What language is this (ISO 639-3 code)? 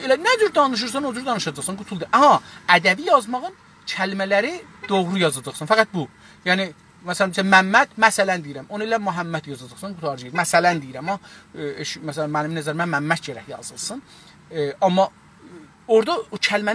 azb